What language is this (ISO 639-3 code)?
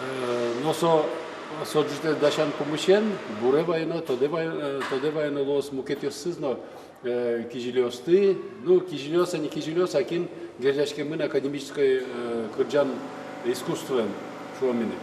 udm